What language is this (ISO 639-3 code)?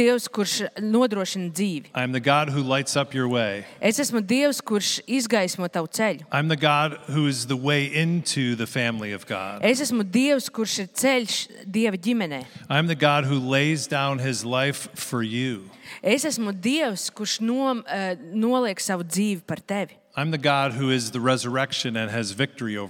lav